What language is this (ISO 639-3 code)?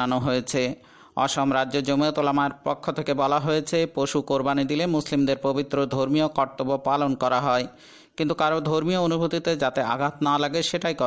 ben